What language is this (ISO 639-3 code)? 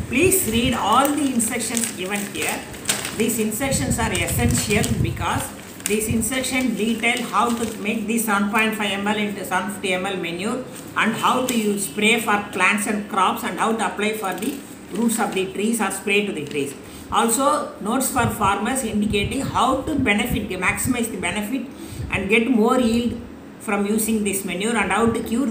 eng